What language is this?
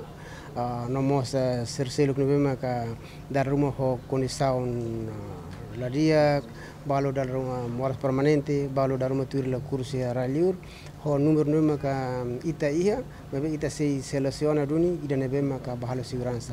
Tetum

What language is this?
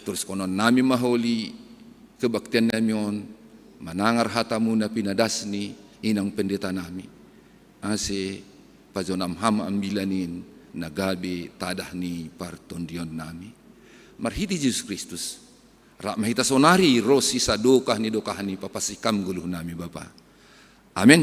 Batak Simalungun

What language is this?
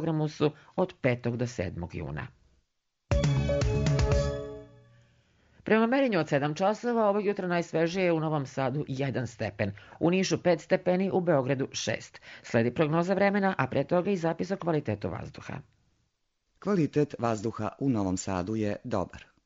Serbian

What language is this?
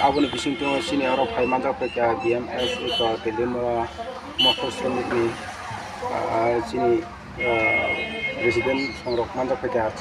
Kok Borok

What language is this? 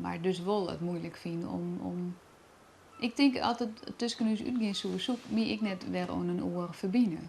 Western Frisian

